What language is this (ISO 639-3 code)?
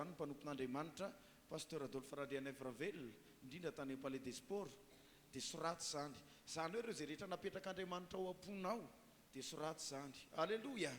mlg